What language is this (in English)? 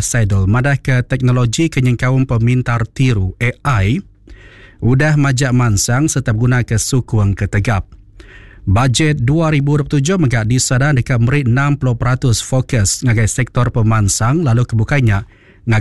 Iban